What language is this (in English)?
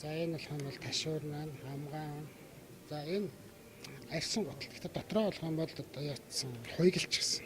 Mongolian